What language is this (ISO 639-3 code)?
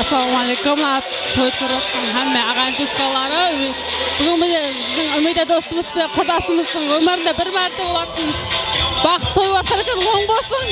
kaa